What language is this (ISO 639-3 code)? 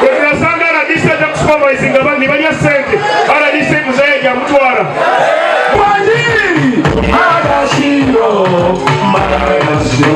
nyn